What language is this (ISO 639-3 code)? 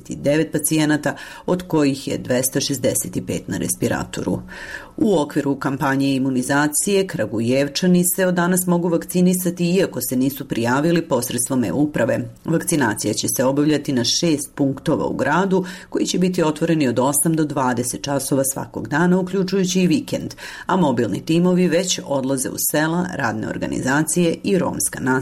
srp